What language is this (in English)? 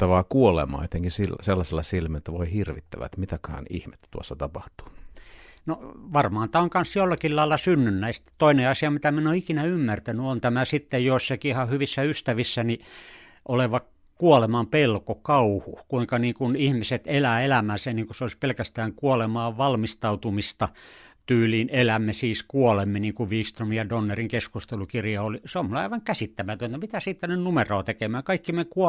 Finnish